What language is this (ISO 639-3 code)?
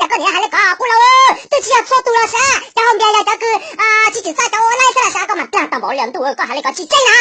hmn